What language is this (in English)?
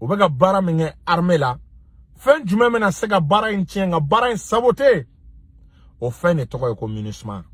Bambara